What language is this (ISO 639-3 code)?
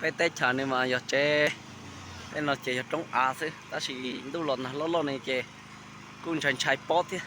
hmn